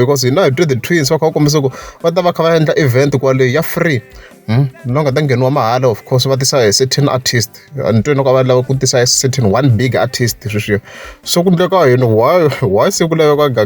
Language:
Tsonga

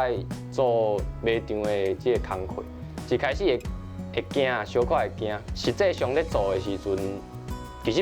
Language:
Min Nan Chinese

